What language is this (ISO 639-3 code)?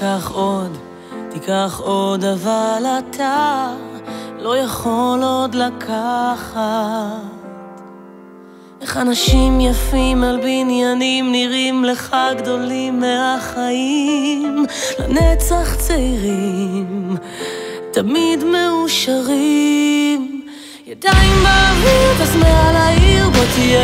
heb